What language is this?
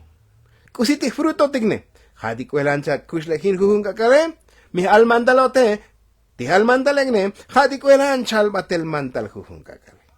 Tzotzil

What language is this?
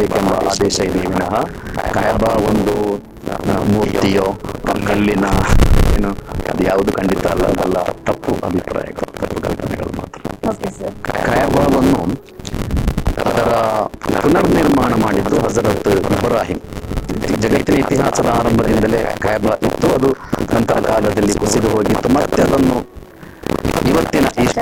Kannada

